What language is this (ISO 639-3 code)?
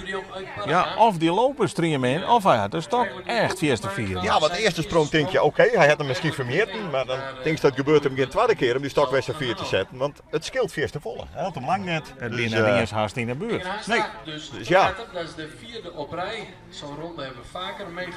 fry